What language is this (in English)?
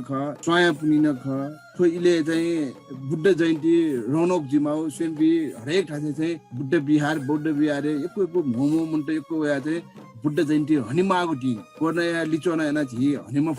Newari